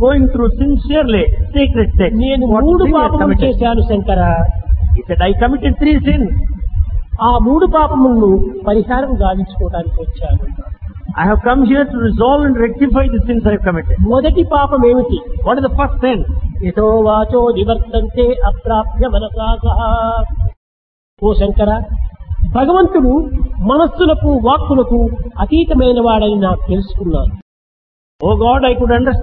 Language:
Telugu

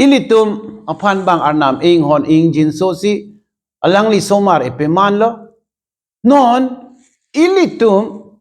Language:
Karbi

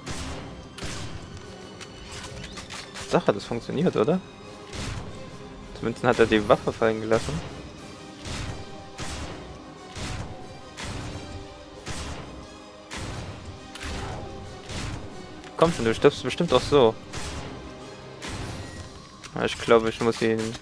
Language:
German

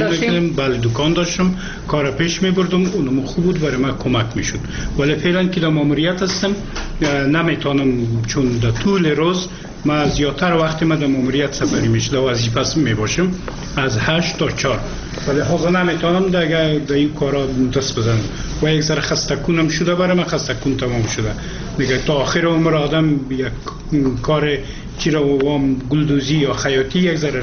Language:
Persian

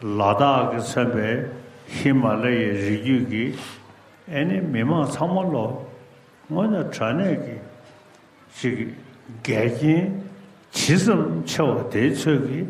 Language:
Tibetan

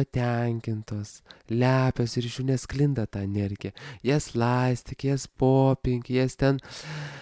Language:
Lithuanian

